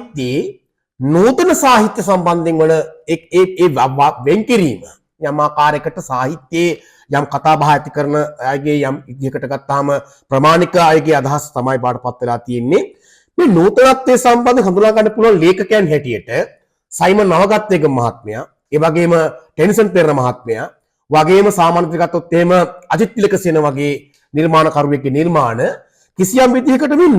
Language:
Sinhala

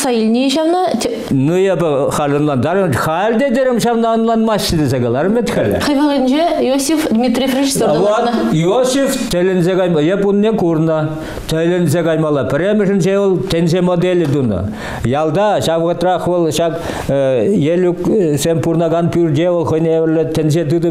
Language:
Chuvash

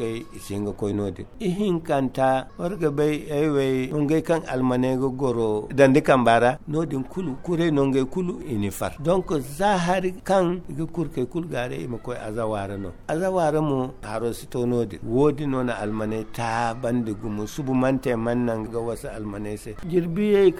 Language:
Zarma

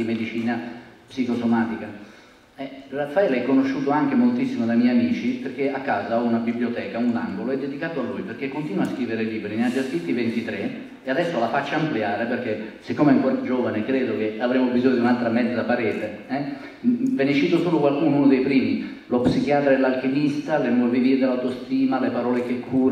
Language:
Italian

